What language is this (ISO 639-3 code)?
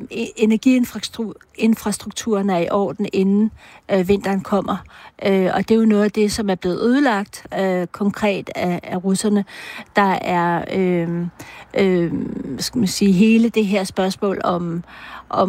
dan